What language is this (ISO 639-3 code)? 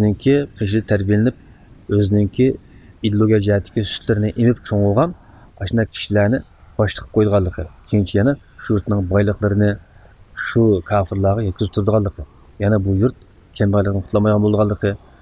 uig